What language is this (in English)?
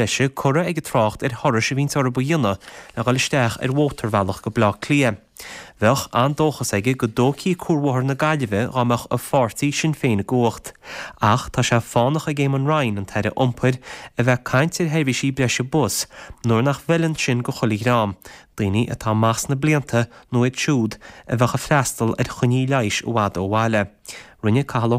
Irish